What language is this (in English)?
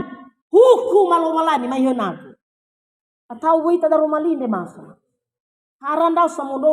Nias